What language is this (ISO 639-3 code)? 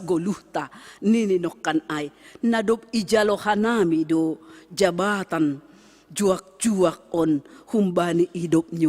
bts